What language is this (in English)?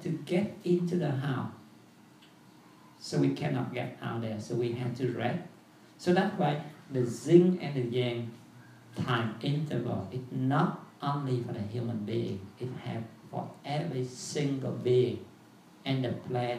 English